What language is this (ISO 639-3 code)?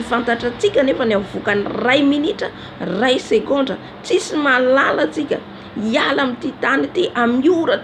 mlg